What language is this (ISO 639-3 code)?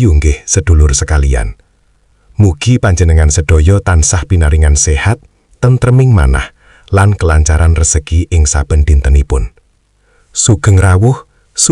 jav